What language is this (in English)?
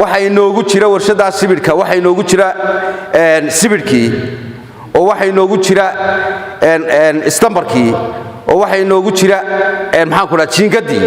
Somali